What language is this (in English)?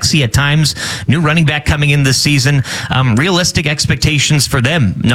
English